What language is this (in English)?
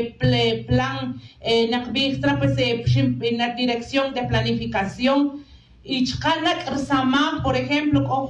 Tz'utujil